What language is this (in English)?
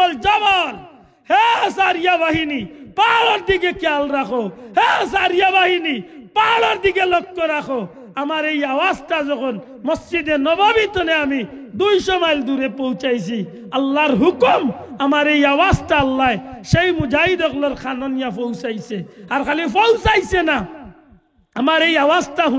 Sylheti